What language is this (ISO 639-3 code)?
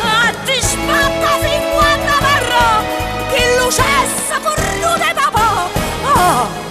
nap